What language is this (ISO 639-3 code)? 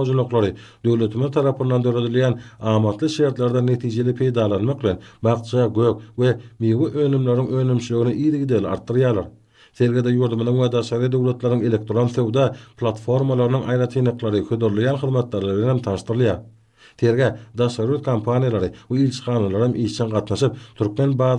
tuk